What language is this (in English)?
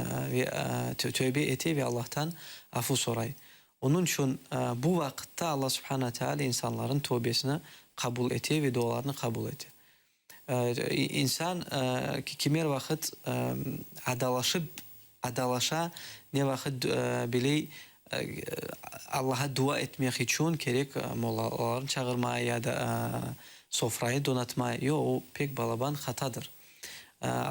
Crimean Tatar